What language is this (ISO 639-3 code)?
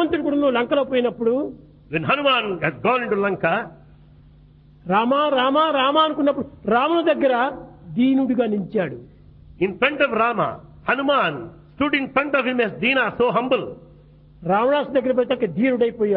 tel